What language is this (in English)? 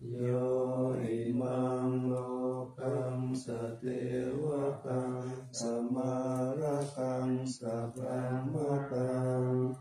Pali